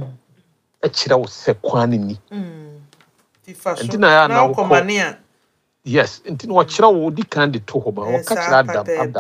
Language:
Akan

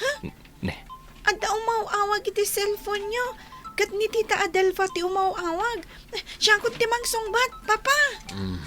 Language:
Iloko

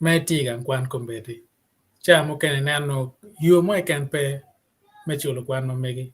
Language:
Acoli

